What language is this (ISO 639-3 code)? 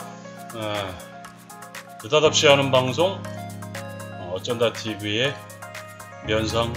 kor